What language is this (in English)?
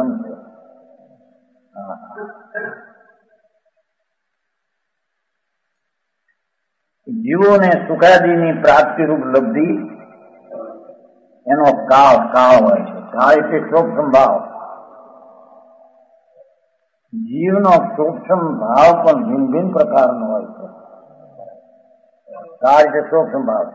Gujarati